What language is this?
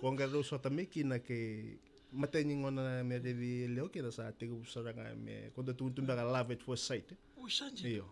Fijian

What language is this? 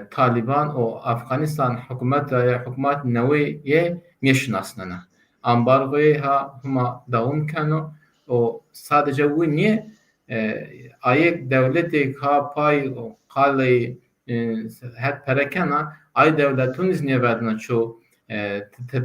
Zaza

